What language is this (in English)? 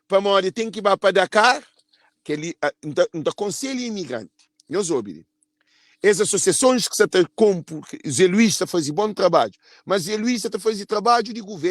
Kabuverdianu